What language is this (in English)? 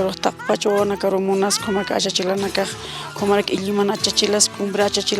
Aymara